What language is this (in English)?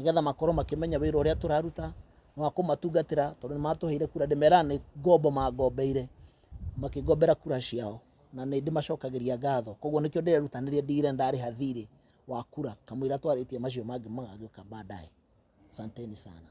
Kikuyu